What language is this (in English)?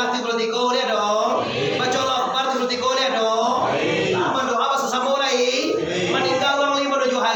Minangkabau